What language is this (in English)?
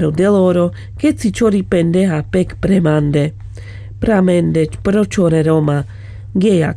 Carpathian Romani